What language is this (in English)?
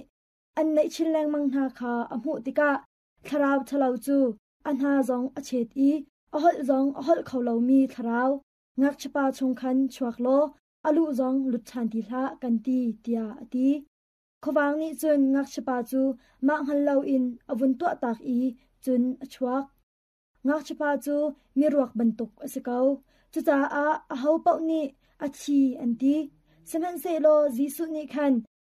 Hakha Chin